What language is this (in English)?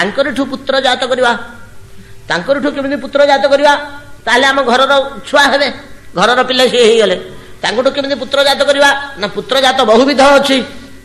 Odia